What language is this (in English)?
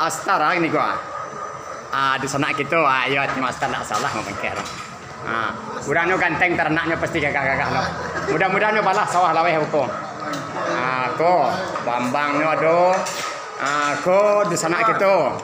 Minangkabau